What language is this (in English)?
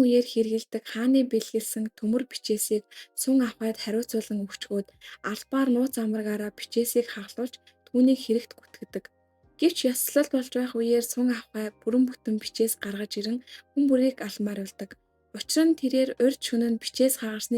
Mongolian